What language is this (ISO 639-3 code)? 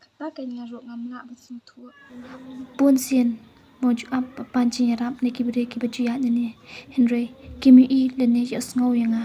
kha